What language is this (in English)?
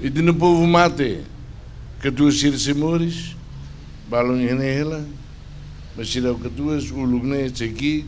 Tetum